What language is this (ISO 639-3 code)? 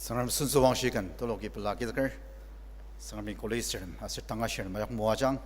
njo